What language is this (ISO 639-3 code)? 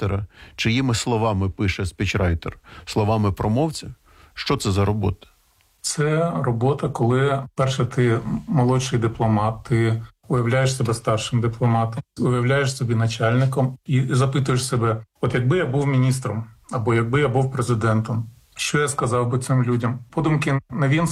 ukr